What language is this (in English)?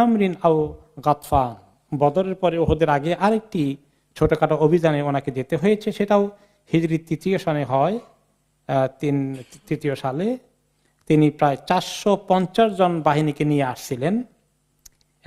Bangla